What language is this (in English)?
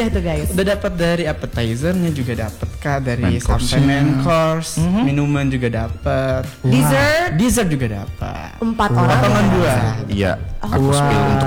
Indonesian